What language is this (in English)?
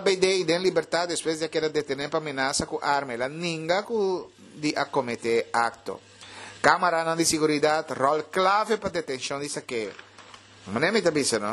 Papiamento